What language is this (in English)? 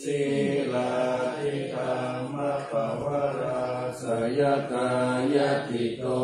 Pali